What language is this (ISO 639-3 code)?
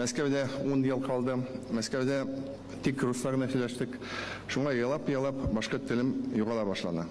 bak